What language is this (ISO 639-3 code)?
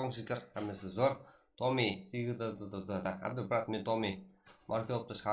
kaa